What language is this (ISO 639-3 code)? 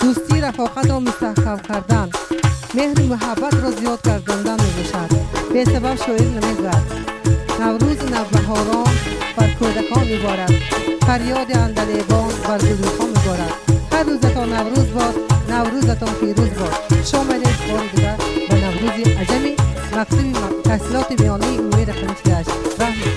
tgk